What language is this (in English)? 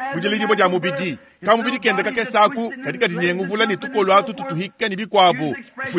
Luba-Lulua